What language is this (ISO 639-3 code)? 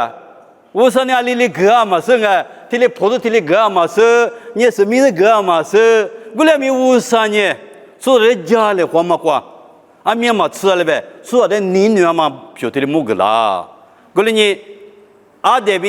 lis